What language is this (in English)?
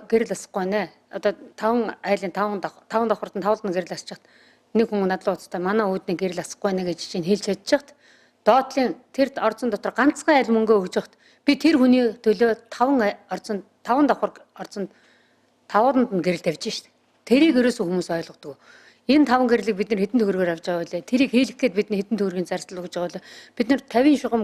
Mongolian